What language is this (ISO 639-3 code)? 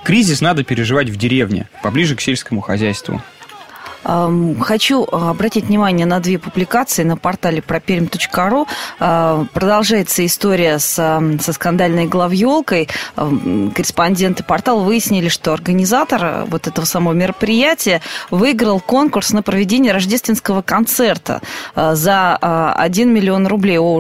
rus